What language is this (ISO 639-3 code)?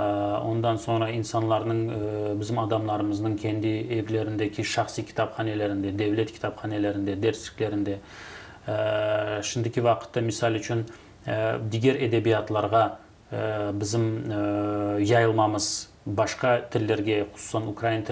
crh